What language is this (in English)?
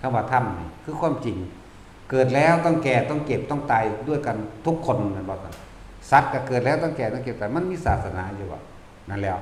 Northeastern Thai